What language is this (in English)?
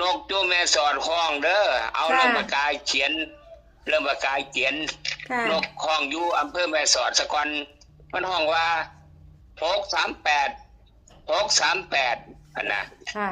Northeastern Thai